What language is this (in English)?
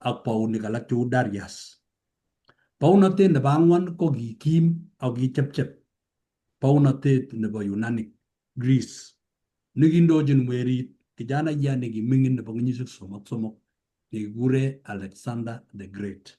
Kalenjin